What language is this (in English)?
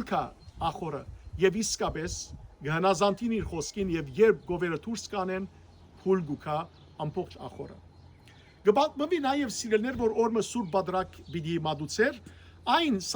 Western Armenian